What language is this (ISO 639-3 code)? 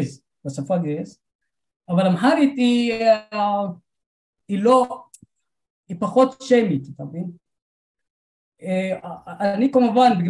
heb